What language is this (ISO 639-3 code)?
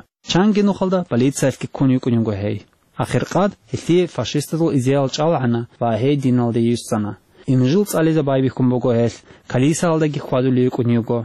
ava